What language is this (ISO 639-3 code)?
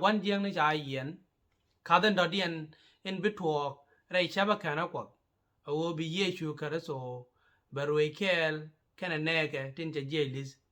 nus